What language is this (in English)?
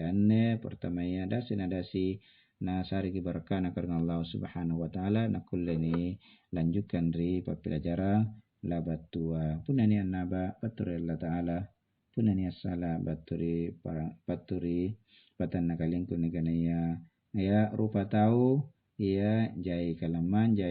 Makasar